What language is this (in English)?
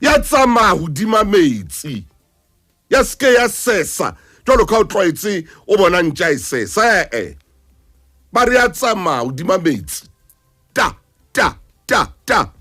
Southern Sotho